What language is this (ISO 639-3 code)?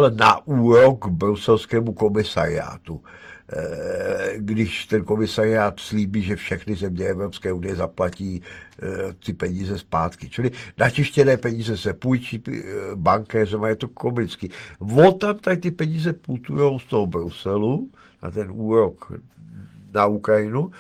ces